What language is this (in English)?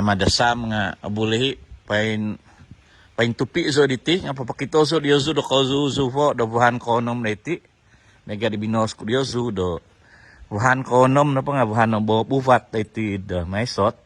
Central Dusun